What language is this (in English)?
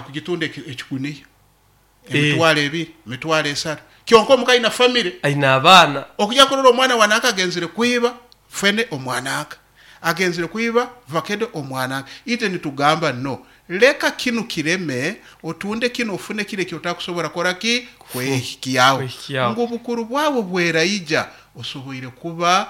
Nyankole